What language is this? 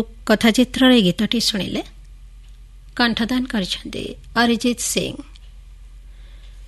Odia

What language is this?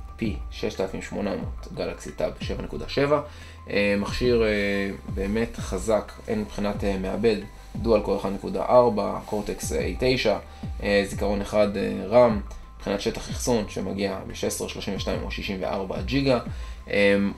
Hebrew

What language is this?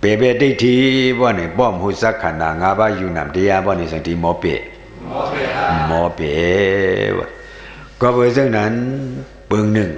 Shan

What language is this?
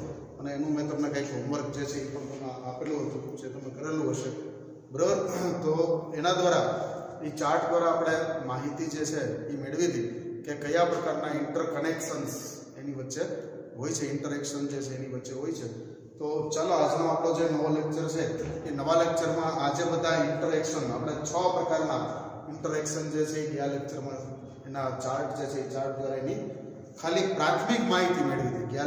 Gujarati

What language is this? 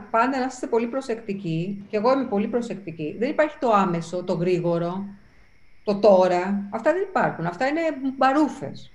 Greek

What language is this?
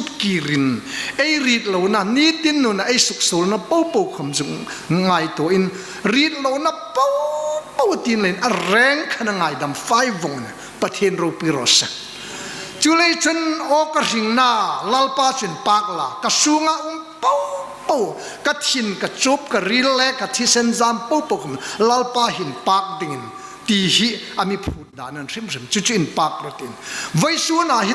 Hmar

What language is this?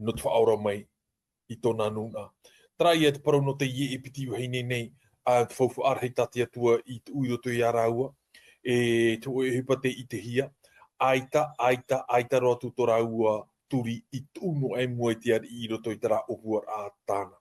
Tahitian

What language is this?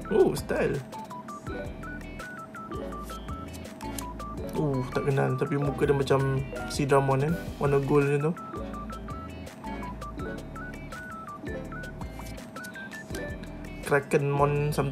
Malay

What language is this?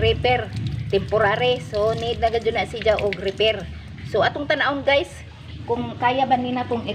Cebuano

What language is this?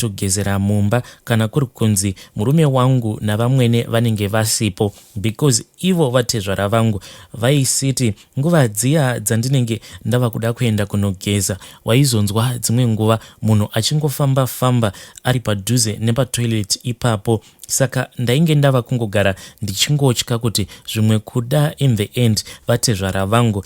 Shona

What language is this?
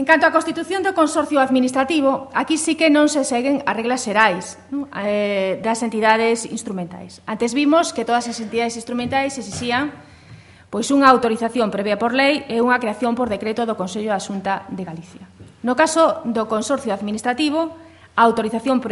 Galician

